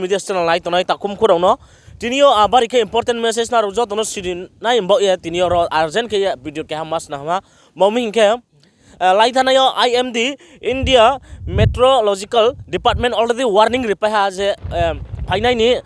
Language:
Riang (India)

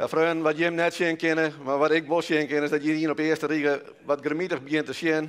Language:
Western Frisian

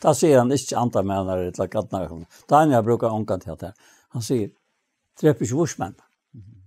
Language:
Faroese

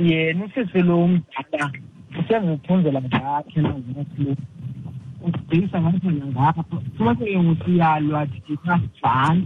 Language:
Xhosa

